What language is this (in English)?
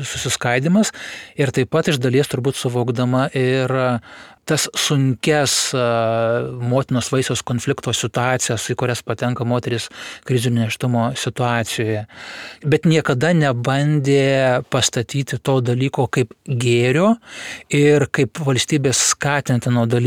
Lithuanian